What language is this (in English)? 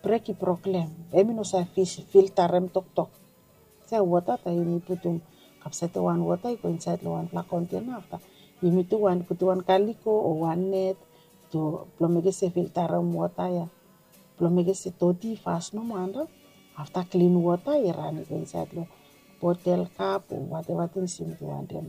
Bislama